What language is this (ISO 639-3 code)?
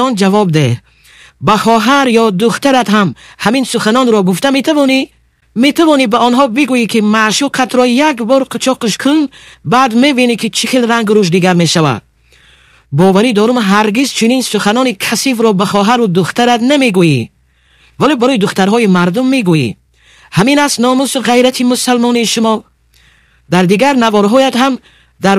tgk